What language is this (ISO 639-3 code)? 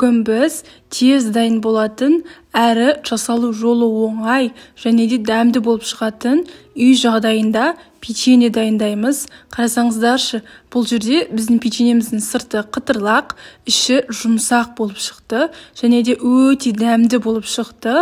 kaz